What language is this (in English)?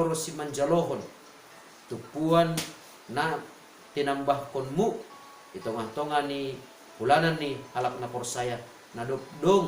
Batak Simalungun